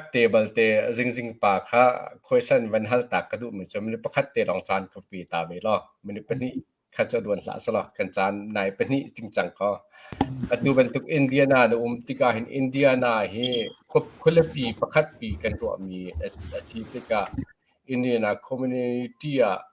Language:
Hakha Chin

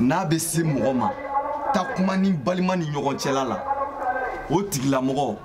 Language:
Bambara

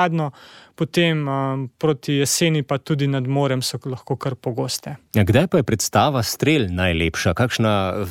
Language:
Slovenian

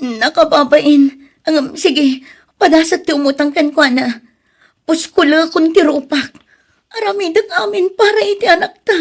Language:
Iloko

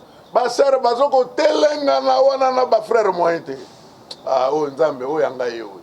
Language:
Lingala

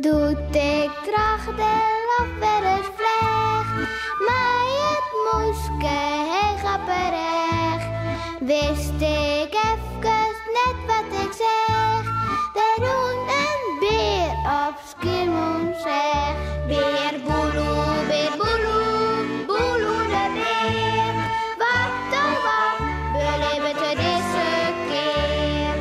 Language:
Western Frisian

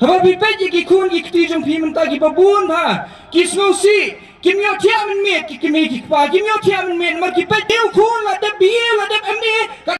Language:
Khasi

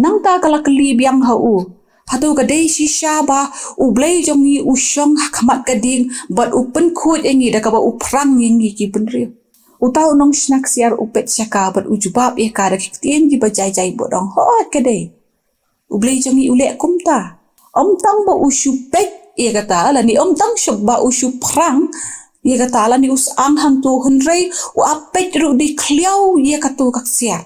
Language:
Khasi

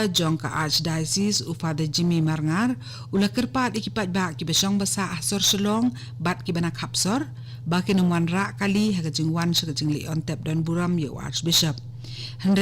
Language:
Khasi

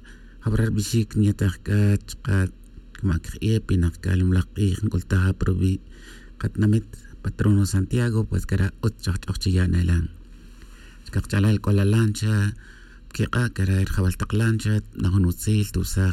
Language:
Tz'utujil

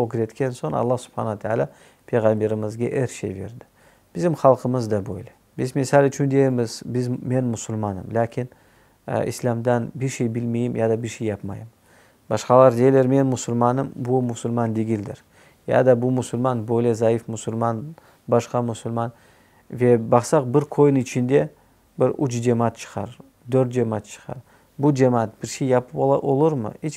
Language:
Crimean Tatar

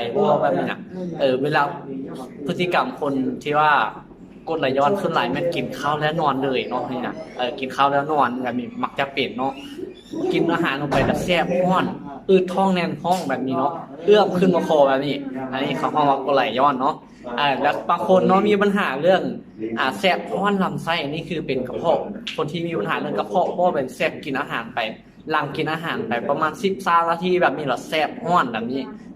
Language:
Lao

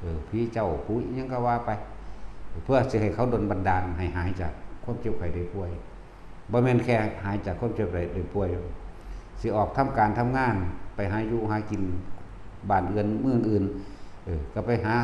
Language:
Northeastern Thai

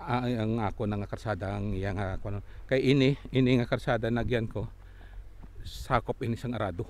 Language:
Hiligaynon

